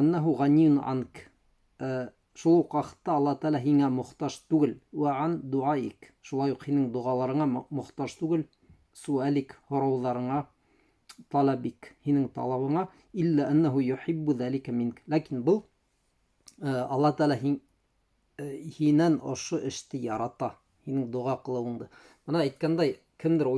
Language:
Bashkir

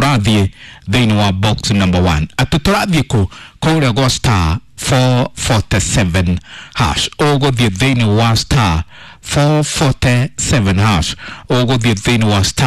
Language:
Kikuyu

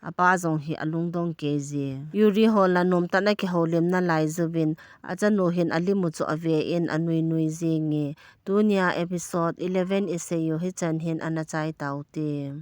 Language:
Thado Chin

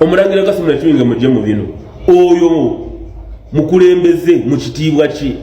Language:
Ganda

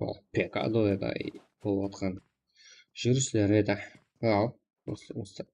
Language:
Kara-Kalpak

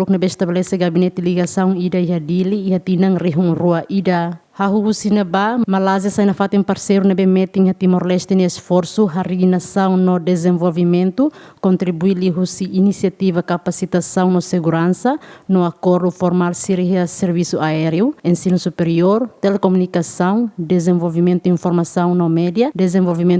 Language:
Tetum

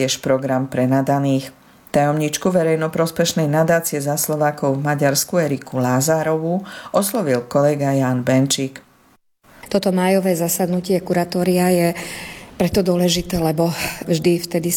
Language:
Slovak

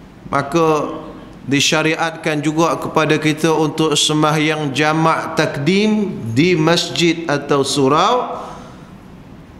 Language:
Malay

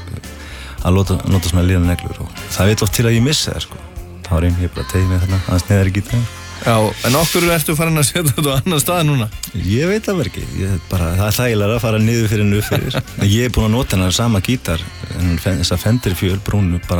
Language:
Icelandic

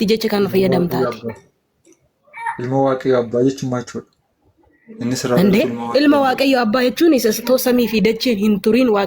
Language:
Oromo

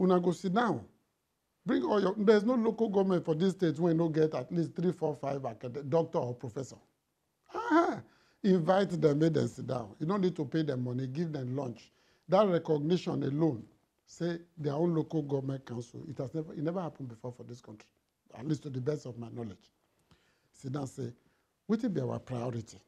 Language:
Nigerian Pidgin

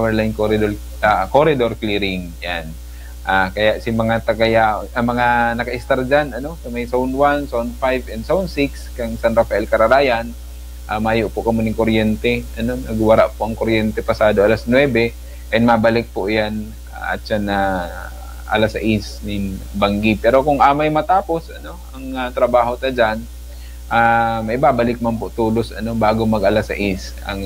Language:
Bikol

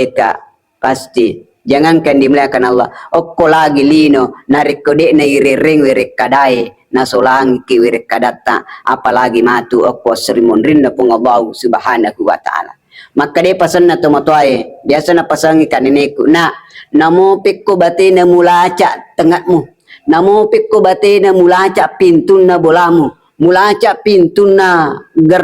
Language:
Buginese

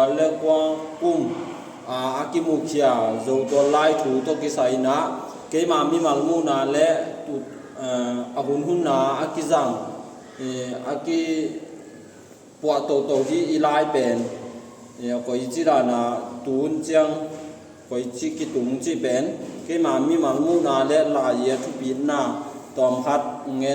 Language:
Tedim Chin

